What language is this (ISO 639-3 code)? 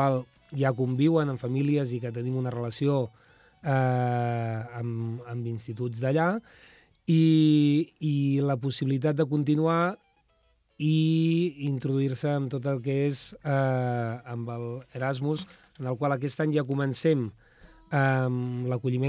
cat